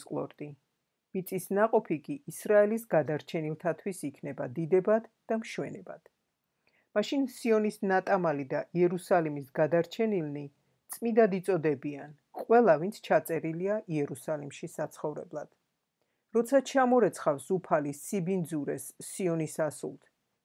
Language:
Georgian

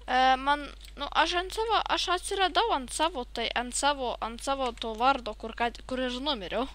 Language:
Lithuanian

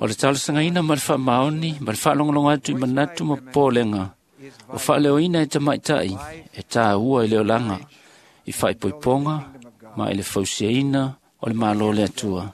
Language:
Samoan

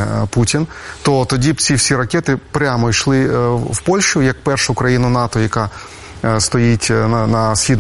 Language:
Ukrainian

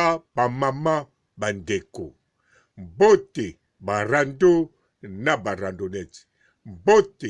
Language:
Lingala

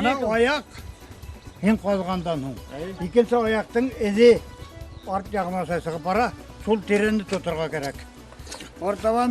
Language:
Bashkir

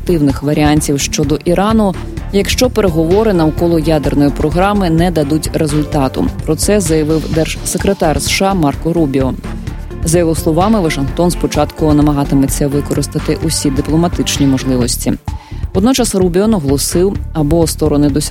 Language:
Ukrainian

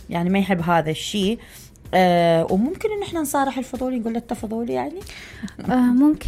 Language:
Mesopotamian Arabic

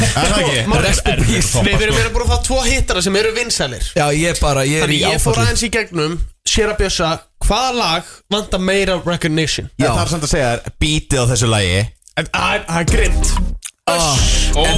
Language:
Icelandic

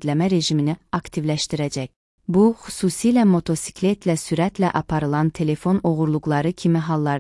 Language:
Azerbaijani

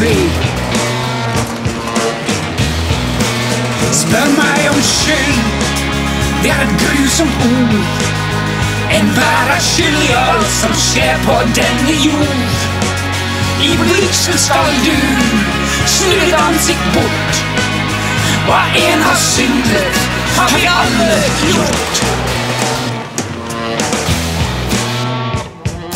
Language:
Norwegian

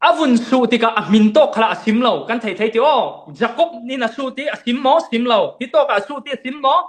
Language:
Falam Chin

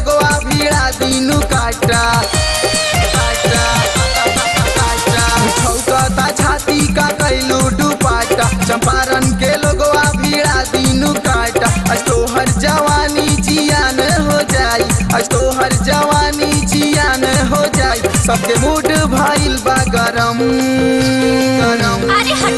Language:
Bhojpuri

